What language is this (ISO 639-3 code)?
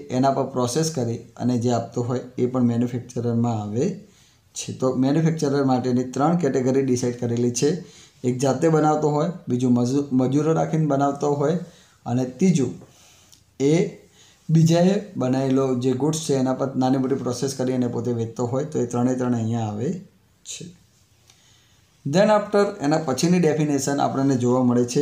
guj